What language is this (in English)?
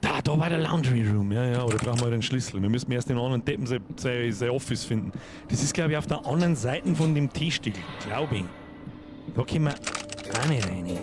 Bavarian